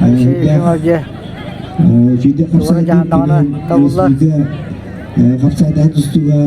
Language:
Yakut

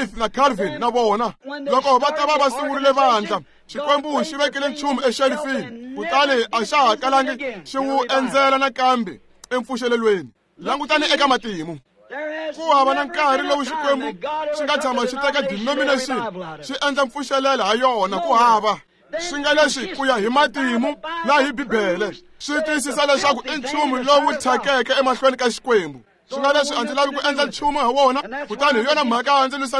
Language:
Tsonga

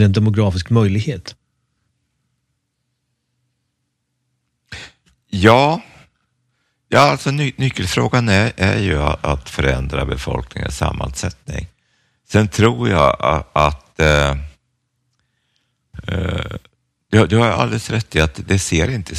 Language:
Swedish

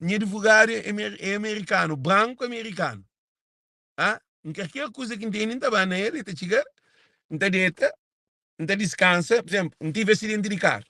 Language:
Kabuverdianu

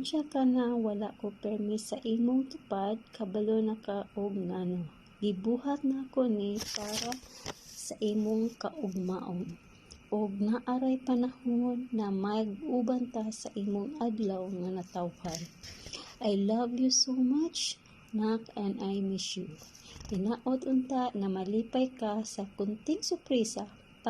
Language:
Cebuano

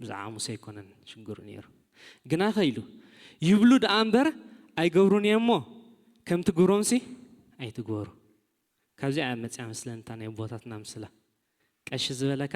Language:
Tigrinya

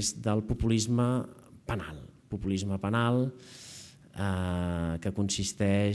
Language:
Catalan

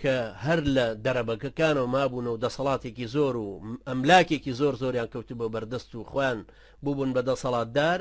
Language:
Central Kurdish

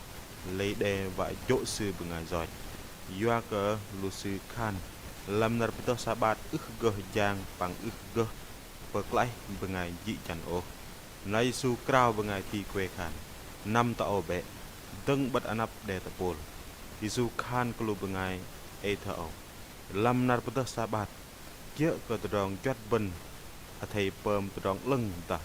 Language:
Bahnar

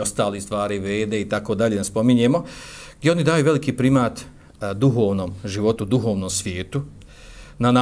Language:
Bosnian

